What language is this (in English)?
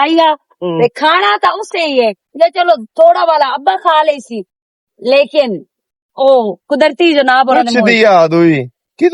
Western Panjabi